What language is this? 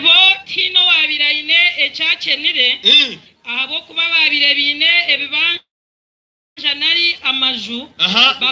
Nyankole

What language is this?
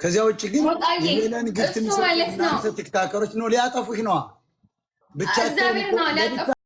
Amharic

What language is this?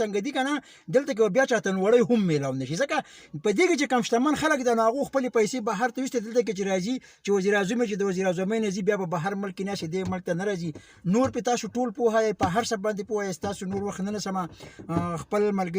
Pashto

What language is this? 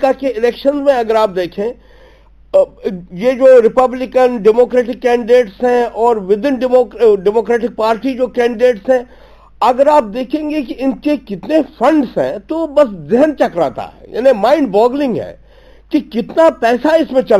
Urdu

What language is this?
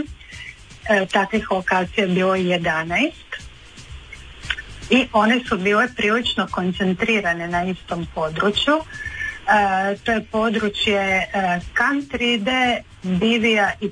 Croatian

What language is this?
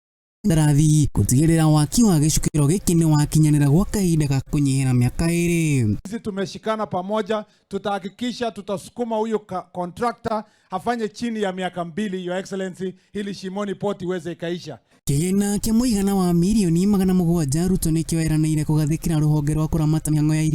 Kikuyu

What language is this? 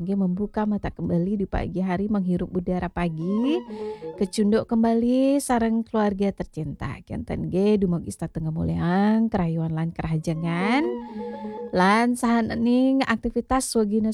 Balinese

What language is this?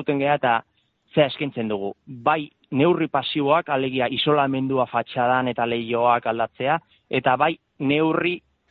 Basque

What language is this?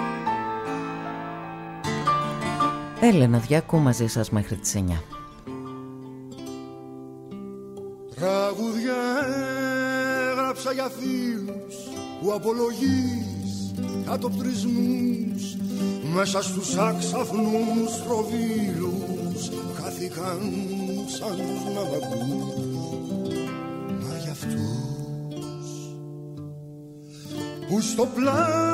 Greek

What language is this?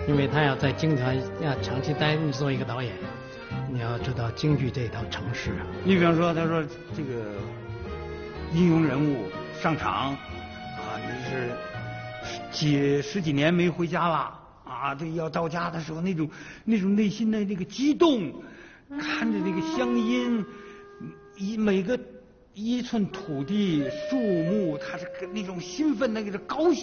Chinese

